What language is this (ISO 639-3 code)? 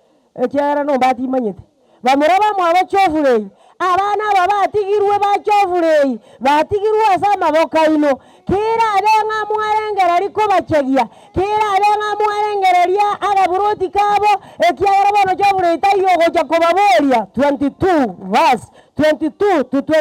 guz